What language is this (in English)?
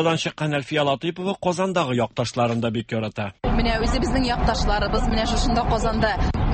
Tatar